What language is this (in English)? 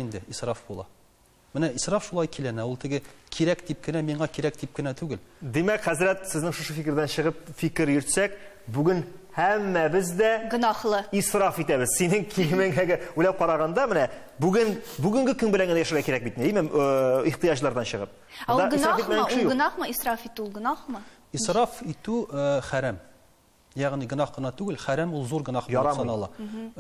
Tatar